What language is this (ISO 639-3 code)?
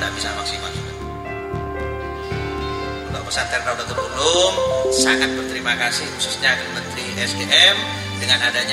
ind